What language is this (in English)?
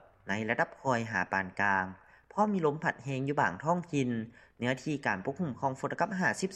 Lao